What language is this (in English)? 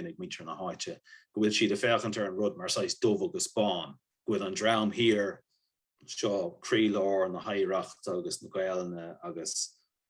Irish